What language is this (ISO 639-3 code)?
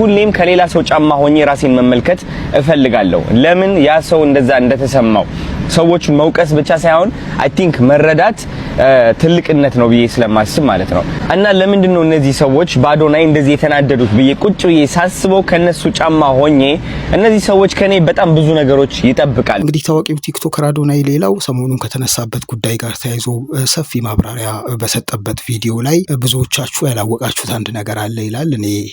amh